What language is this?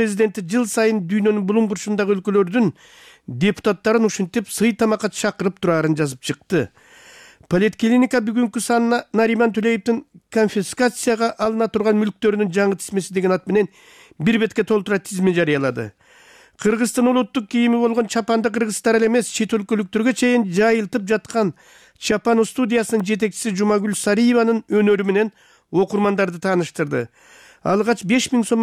Kyrgyz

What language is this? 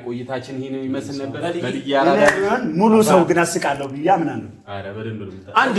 Amharic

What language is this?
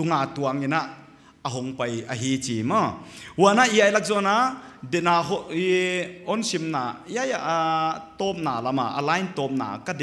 Paite Chin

